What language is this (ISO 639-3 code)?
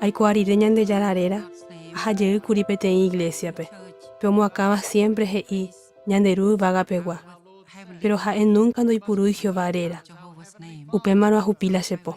grn